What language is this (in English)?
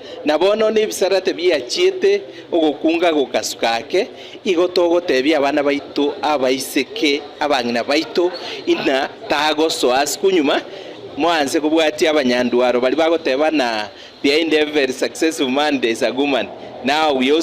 Gusii